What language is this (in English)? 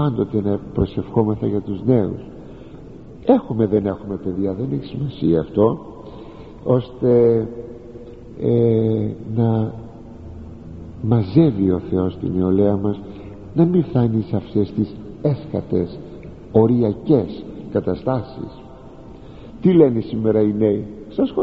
Greek